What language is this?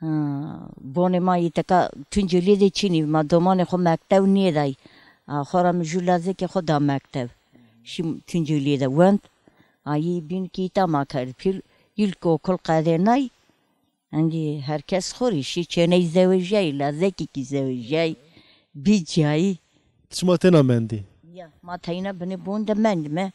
Zaza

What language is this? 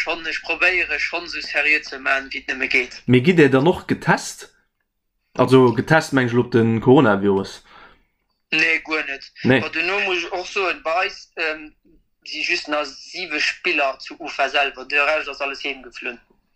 Luxembourgish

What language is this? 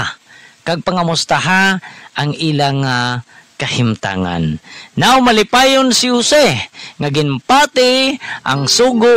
Hiligaynon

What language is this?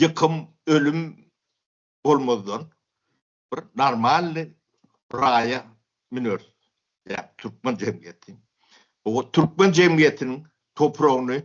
Turkmen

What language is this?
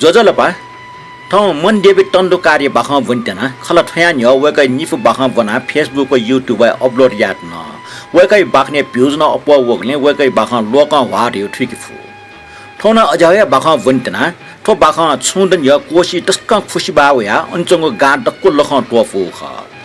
Newari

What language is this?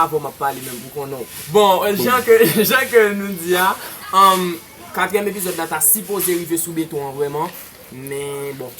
Haitian Creole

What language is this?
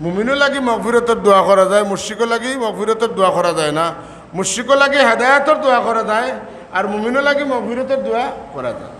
Sylheti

